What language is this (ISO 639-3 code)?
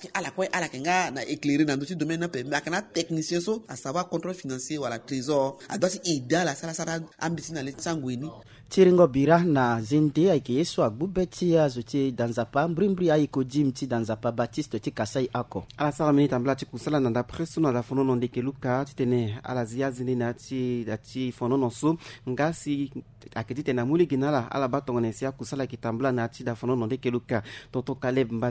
sag